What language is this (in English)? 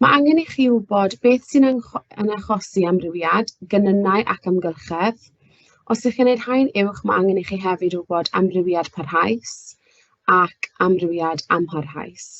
Welsh